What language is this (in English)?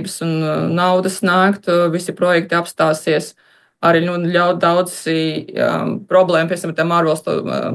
Latvian